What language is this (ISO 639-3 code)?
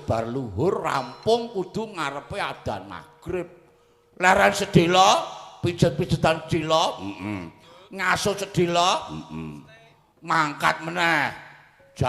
jav